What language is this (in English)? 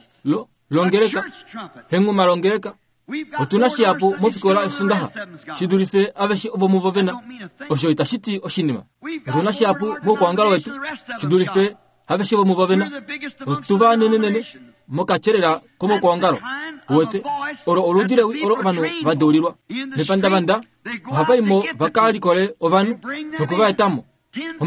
Kuanyama